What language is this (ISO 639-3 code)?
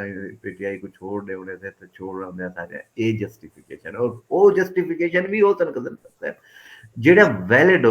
skr